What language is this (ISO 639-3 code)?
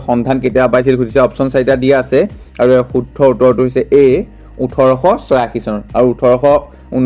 asm